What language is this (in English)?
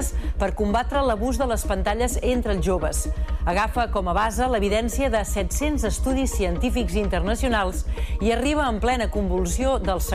Catalan